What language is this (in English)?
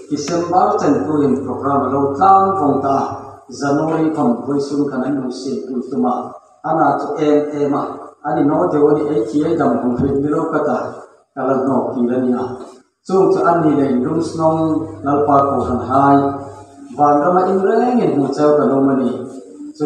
Hmar